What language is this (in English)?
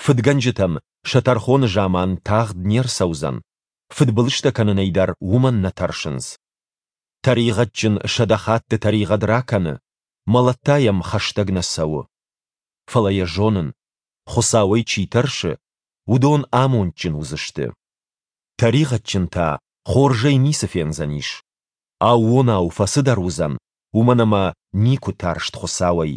Ossetic